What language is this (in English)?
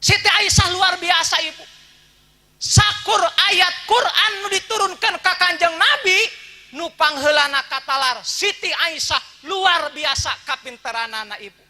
Sundanese